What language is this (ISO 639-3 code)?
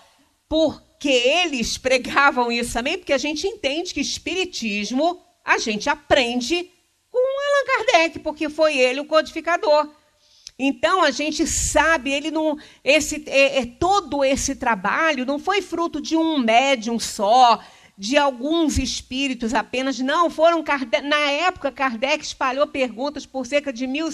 por